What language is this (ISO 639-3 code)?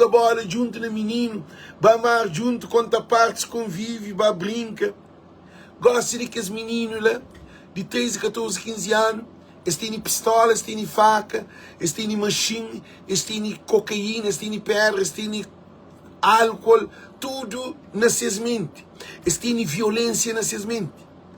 kea